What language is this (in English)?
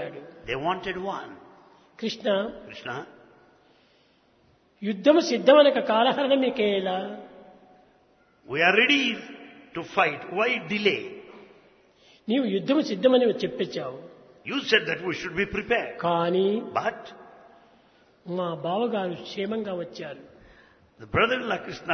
Telugu